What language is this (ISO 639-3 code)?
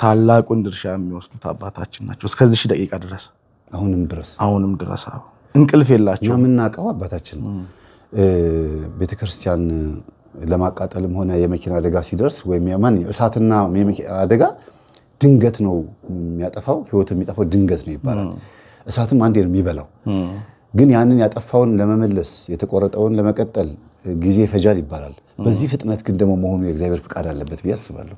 amh